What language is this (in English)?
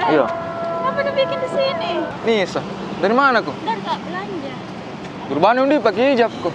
Makassar Malay